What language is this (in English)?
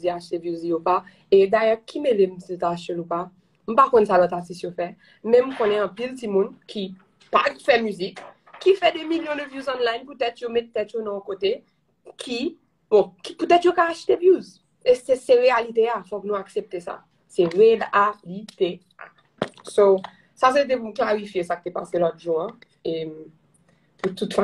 Haitian Creole